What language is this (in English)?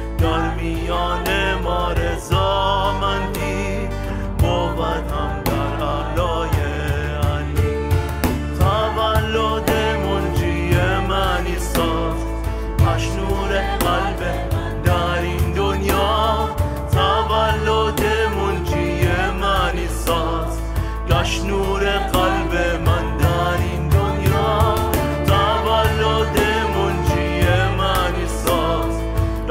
Persian